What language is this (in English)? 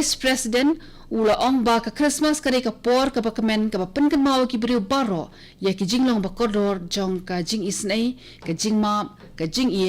Khasi